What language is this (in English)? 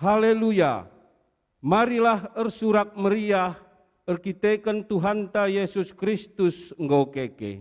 Batak Karo